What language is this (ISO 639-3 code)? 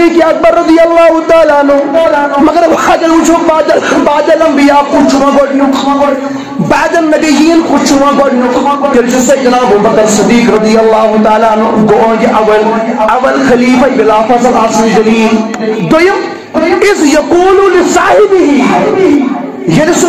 kas